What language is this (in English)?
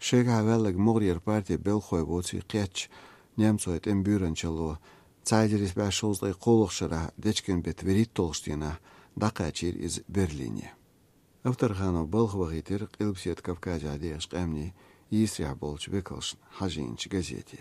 Chechen